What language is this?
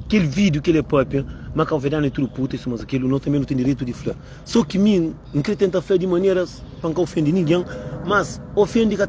Kabuverdianu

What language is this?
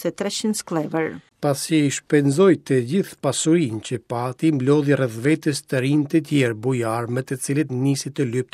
Albanian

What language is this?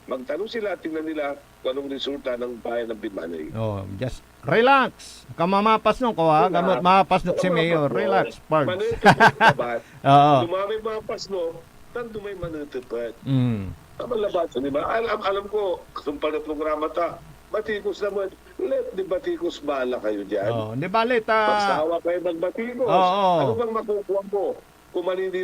Pangasinan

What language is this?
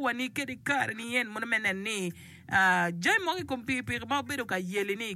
Acoli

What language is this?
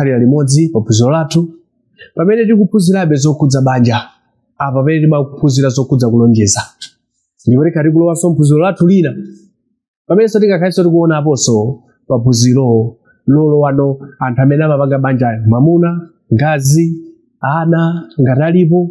Nyanja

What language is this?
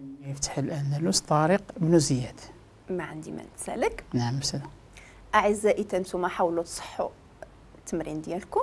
Moroccan Arabic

